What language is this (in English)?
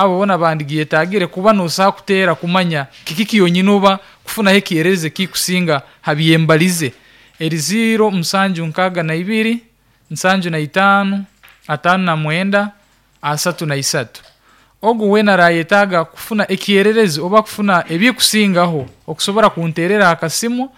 Nyankole